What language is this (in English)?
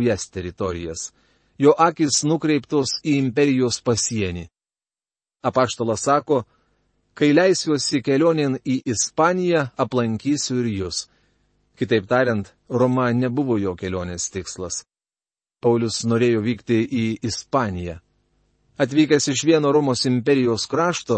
Lithuanian